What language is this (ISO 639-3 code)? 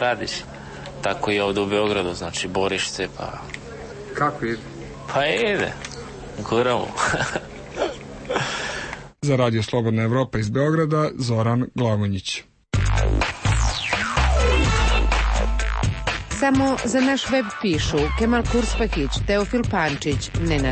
srp